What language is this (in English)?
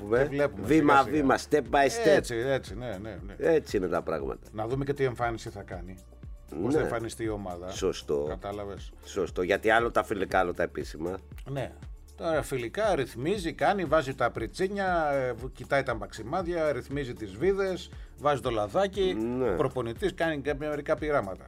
Greek